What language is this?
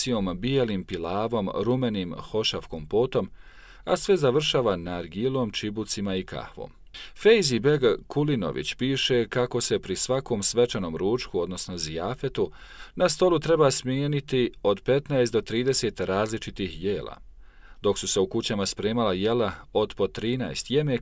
Bosnian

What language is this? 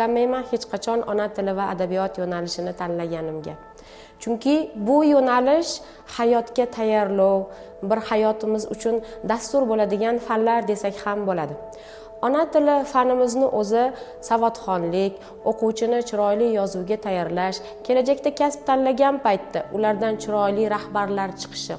Uzbek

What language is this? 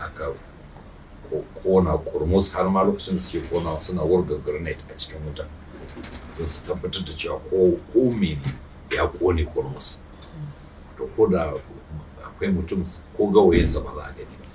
Hausa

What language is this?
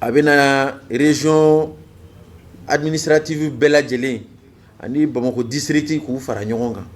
Bambara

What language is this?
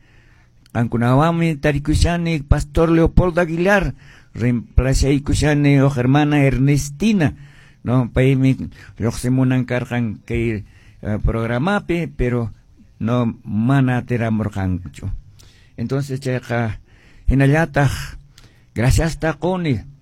Quechua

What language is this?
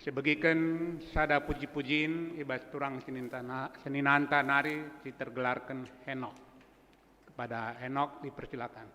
Batak Karo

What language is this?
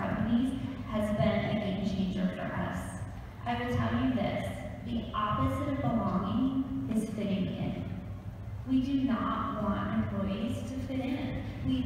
English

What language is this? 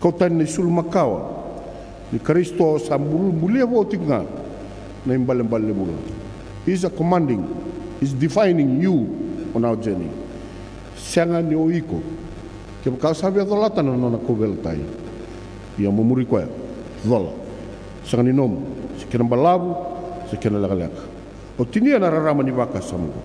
Fijian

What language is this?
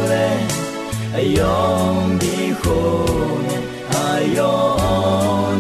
Akha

